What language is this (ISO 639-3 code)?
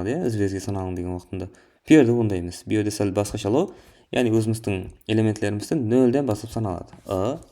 kaa